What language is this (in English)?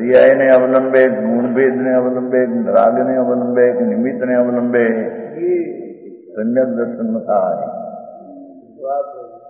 Gujarati